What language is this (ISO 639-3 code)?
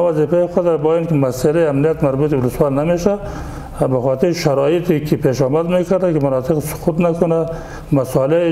fas